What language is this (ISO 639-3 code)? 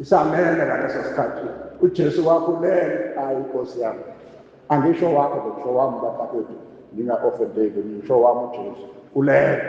zul